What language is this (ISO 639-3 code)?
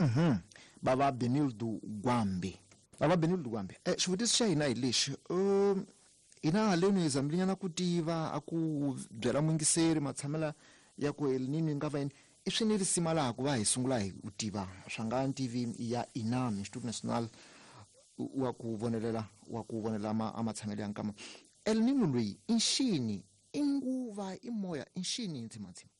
tso